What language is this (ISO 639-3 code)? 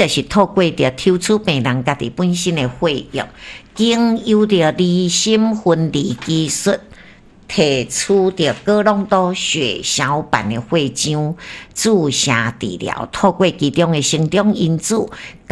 nan